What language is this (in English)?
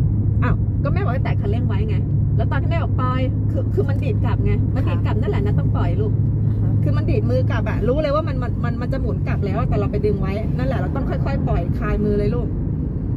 Thai